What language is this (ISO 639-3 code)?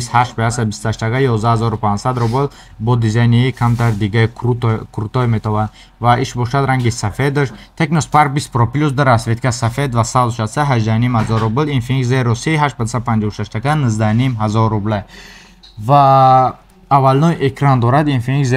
tgk